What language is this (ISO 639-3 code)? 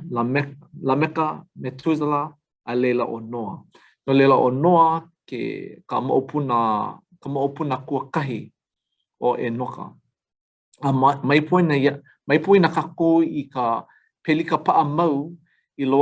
haw